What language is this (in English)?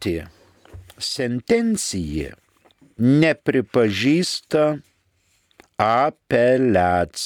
Lithuanian